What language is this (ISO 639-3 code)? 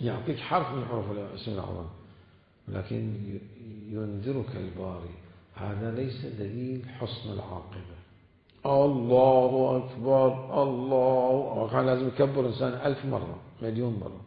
acm